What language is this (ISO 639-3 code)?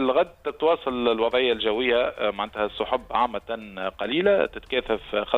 aeb